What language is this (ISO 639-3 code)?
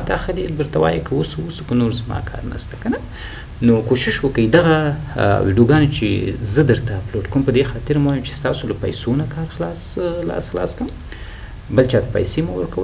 pus